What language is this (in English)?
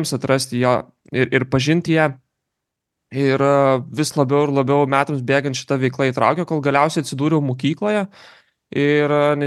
Lithuanian